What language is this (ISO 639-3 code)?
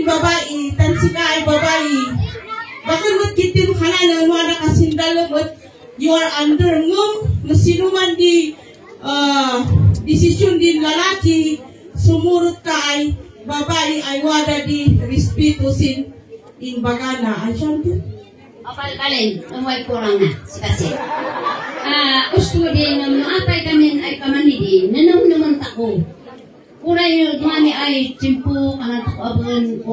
kne